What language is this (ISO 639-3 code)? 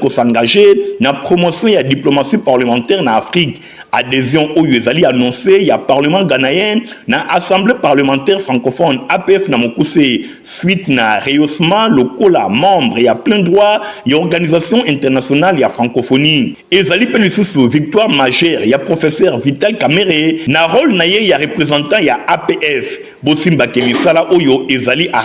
lin